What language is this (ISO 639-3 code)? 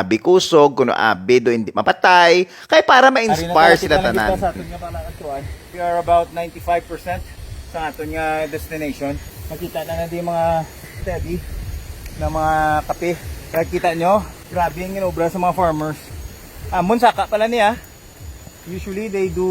hil